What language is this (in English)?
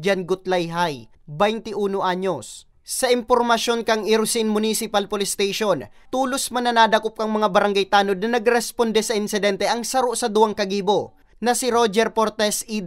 Bikol